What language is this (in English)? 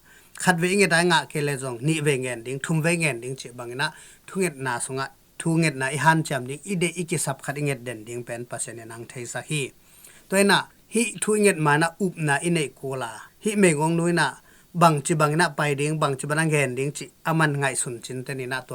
Tedim Chin